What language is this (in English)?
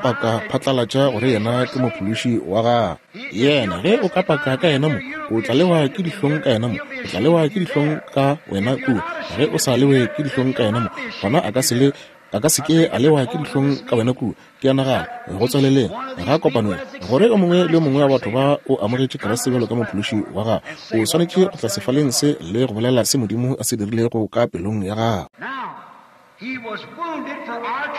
Northern Sotho